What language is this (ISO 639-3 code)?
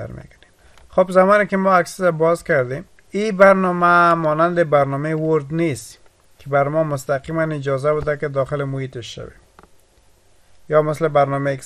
fas